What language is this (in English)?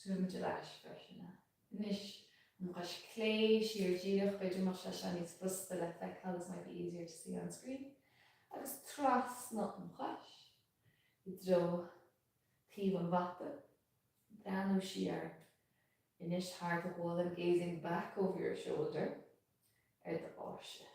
Irish